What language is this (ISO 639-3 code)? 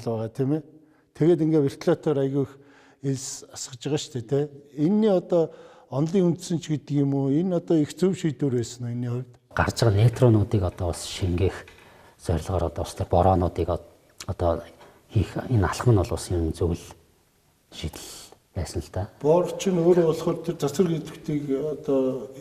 mon